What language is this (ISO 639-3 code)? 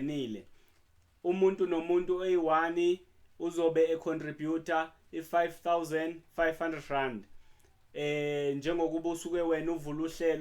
zul